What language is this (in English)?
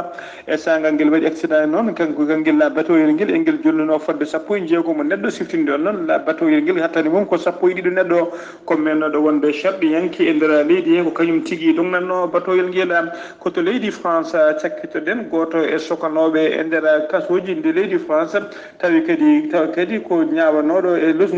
Fula